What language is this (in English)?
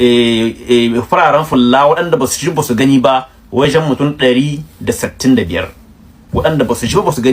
Hausa